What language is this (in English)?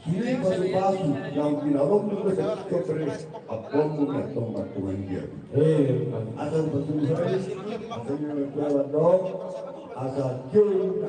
Batak Toba